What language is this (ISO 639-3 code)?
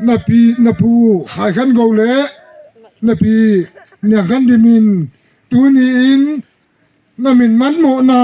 pck